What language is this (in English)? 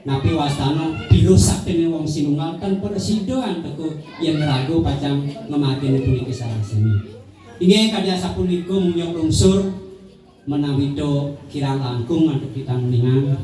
Balinese